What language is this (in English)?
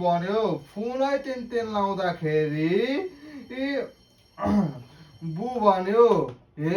Nepali